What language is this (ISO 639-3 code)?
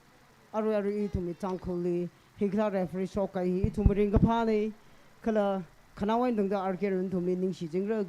nmf